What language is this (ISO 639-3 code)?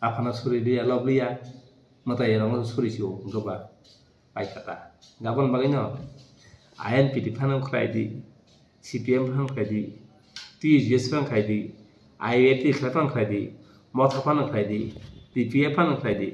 trp